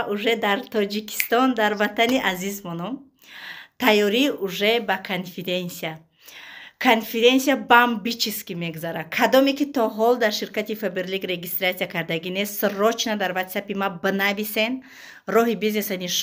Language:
Tajik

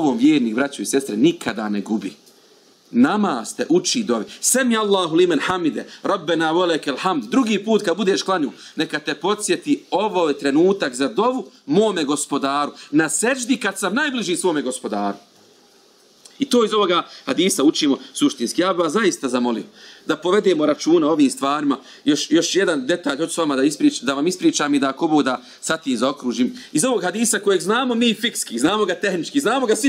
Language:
Bosnian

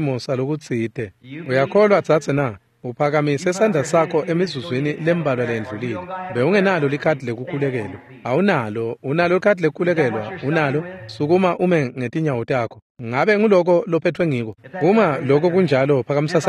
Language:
Swati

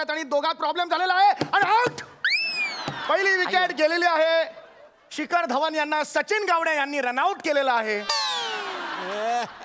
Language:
Marathi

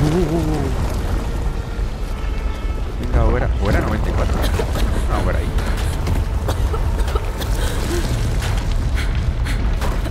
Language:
Spanish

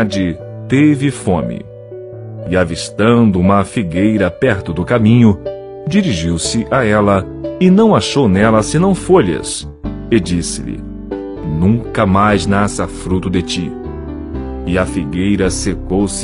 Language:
Portuguese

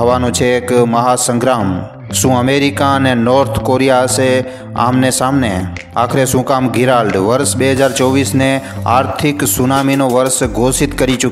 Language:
Gujarati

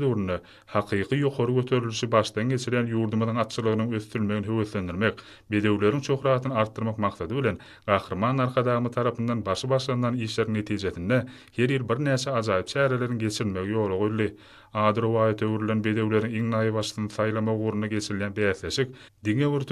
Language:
Turkmen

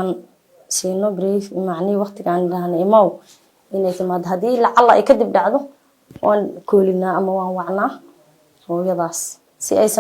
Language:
Somali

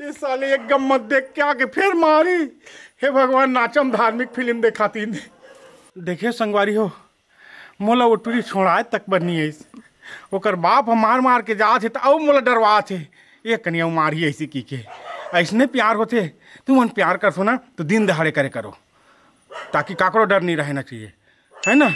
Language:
Chhattisgarhi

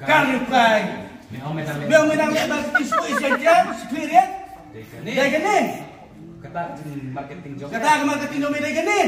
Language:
Khasi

